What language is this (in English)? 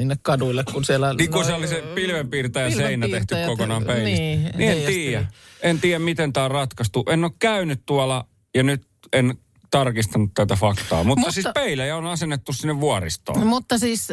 Finnish